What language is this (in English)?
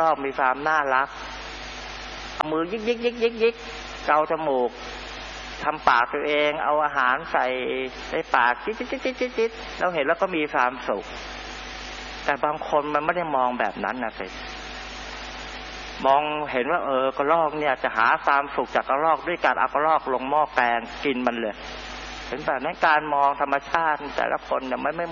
Thai